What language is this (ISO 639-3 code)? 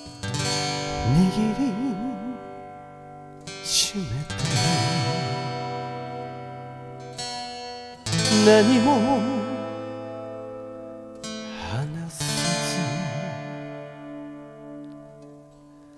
jpn